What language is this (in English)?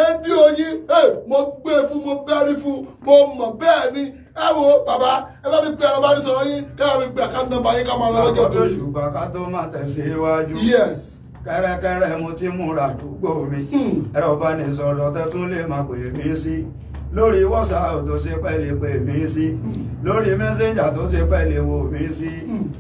Yoruba